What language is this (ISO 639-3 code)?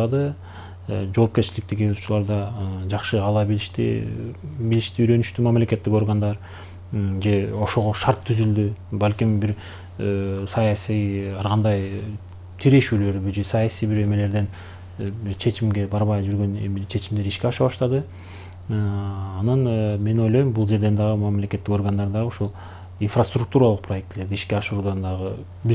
kir